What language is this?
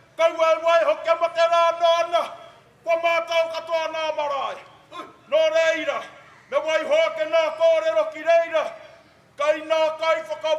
Māori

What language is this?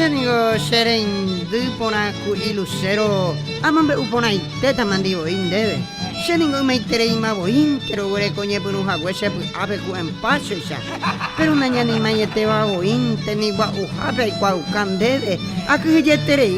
Guarani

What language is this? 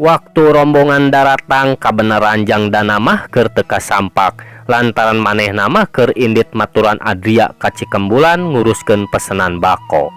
Sundanese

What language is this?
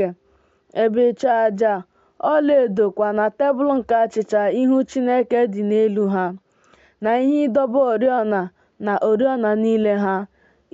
Igbo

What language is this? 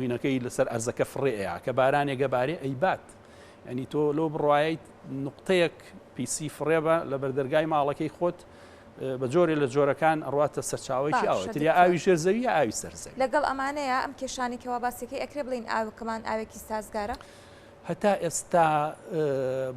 Central Kurdish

